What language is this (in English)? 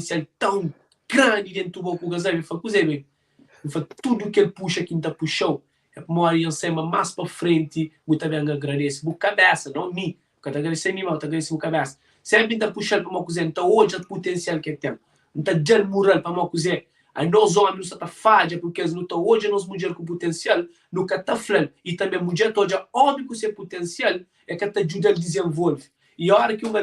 Kabuverdianu